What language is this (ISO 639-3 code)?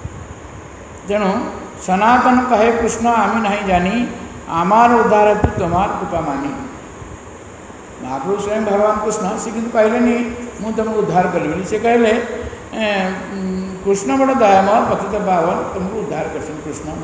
ori